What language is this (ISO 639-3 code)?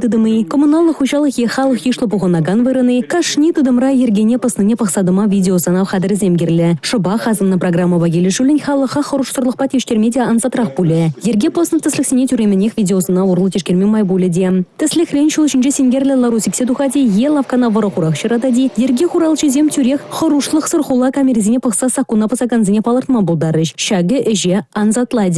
chv